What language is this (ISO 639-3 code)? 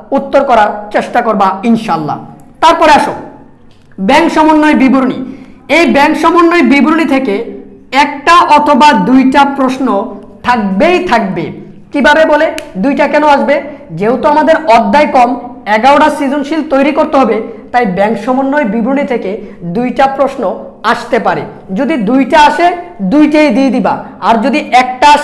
ben